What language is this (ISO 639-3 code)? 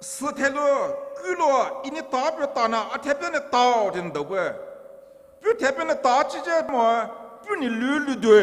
pmx